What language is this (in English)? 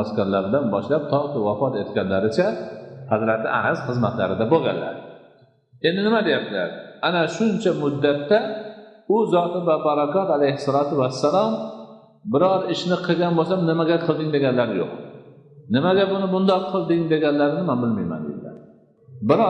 Uzbek